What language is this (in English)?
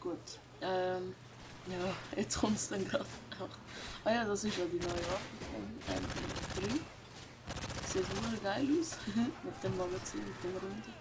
Swiss German